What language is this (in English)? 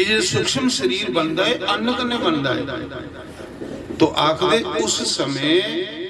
Dogri